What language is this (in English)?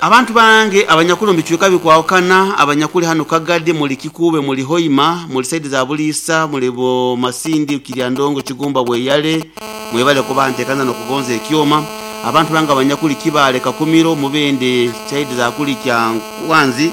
Nyoro